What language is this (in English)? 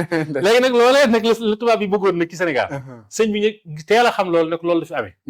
Wolof